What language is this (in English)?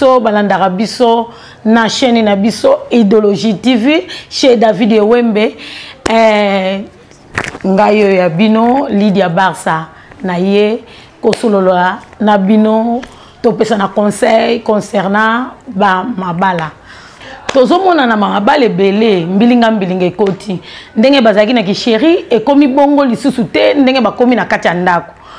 Lingala